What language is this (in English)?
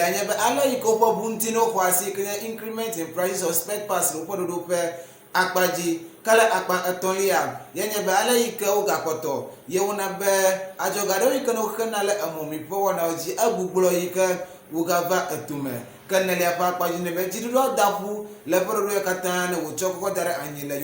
Ewe